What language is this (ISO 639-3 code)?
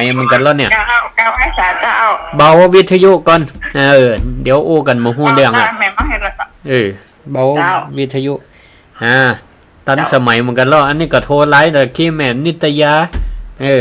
nod